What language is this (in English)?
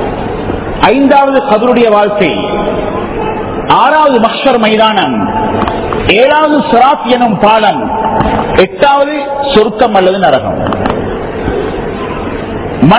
Tamil